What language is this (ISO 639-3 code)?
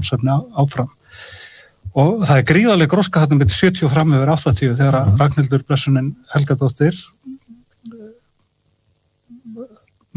isl